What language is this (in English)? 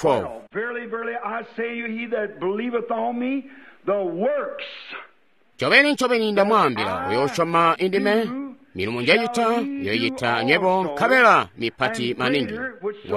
Tonga (Zambia)